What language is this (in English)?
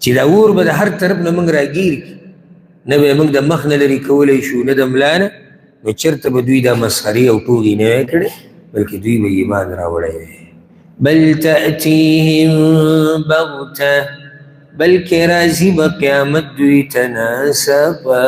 Pashto